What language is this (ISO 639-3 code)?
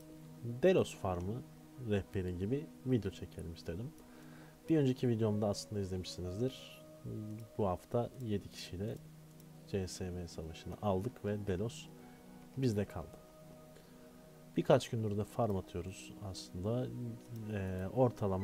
tur